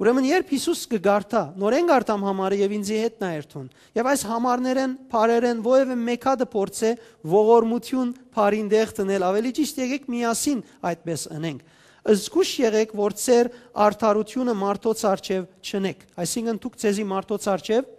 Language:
Western Armenian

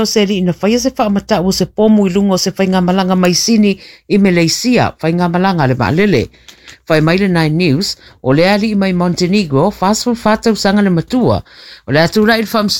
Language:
Samoan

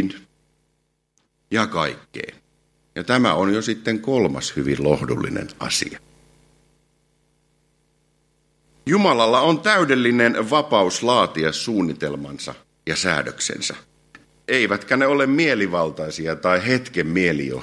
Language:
Finnish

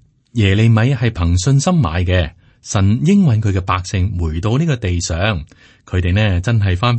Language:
Cantonese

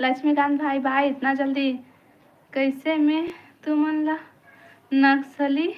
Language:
Chhattisgarhi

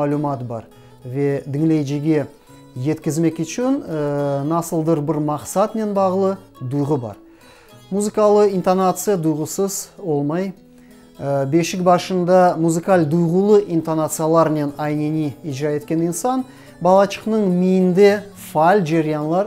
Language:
Crimean Tatar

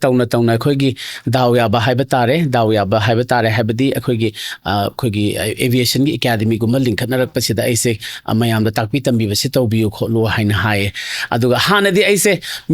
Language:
Manipuri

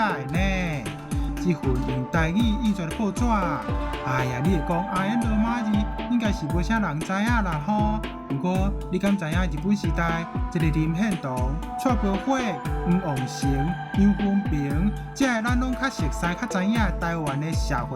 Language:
Min Nan Chinese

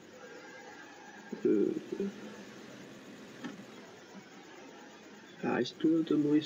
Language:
French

